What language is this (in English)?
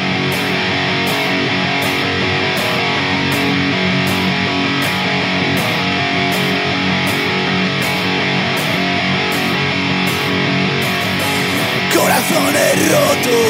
Basque